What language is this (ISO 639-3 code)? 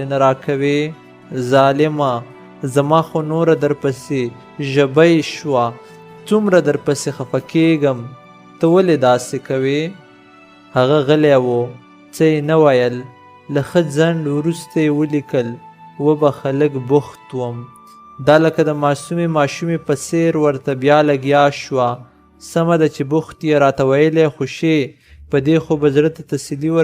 pus